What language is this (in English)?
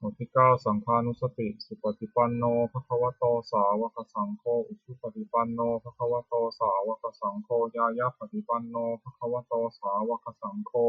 Pali